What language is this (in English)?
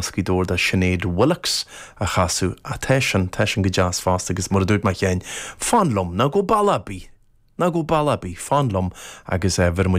Irish